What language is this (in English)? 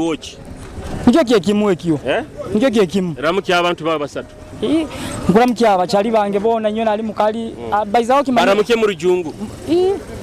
Nyoro